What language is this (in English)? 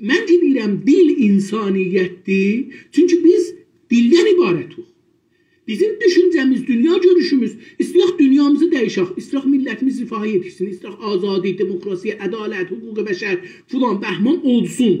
South Azerbaijani